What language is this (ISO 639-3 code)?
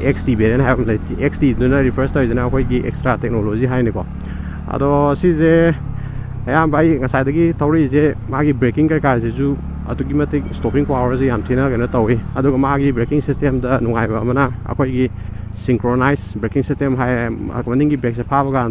mni